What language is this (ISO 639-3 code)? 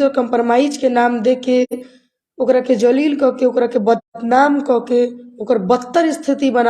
bho